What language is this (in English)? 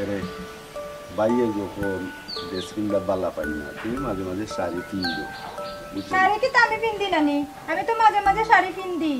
Sylheti